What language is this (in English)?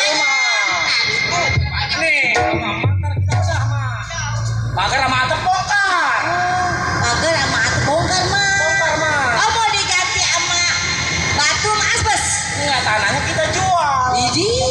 Betawi